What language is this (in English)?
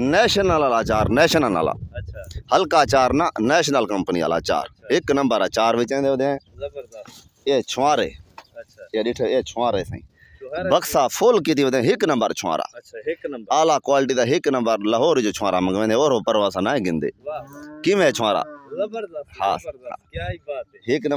Saraiki